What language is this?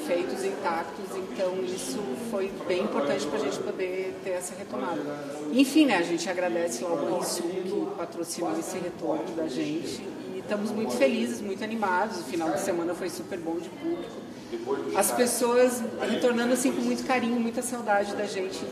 Portuguese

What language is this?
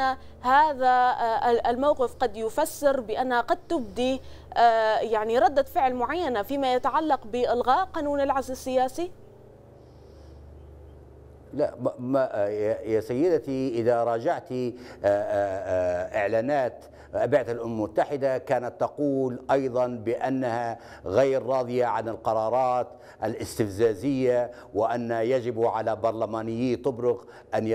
Arabic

